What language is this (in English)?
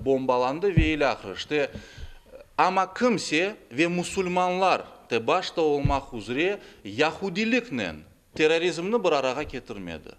Crimean Tatar